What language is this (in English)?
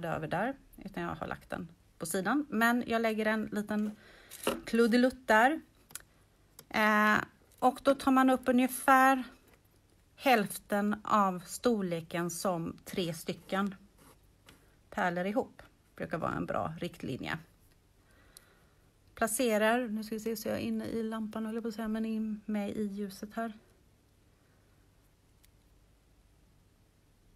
Swedish